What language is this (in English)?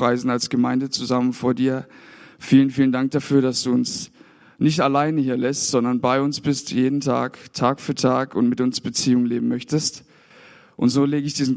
German